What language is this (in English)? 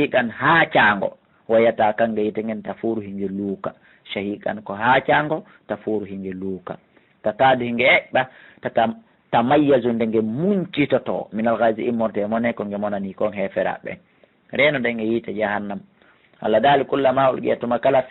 Fula